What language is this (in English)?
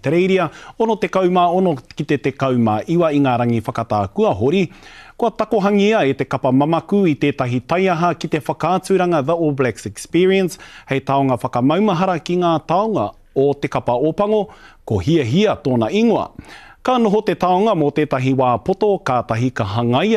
Māori